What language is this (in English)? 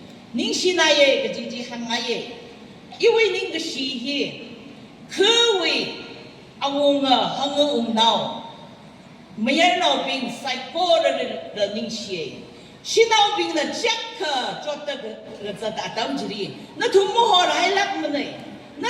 Tangkhul Naga (India)